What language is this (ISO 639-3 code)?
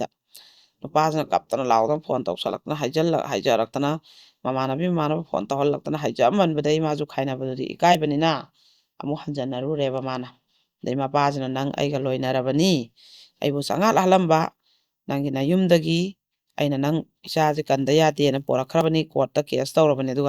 mni